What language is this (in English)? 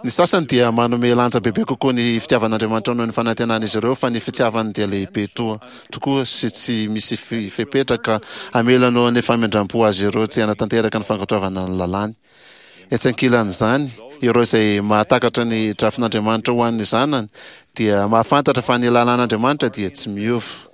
Malagasy